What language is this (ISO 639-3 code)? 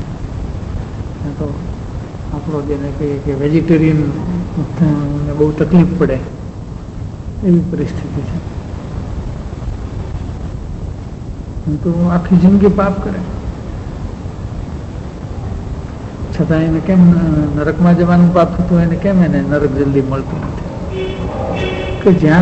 guj